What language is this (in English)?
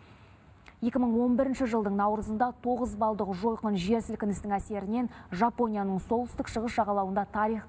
Kazakh